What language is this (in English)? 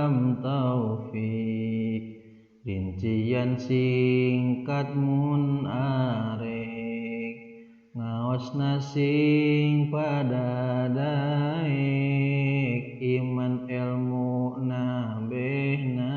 Sundanese